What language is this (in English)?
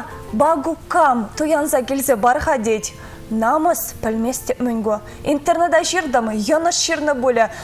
Chuvash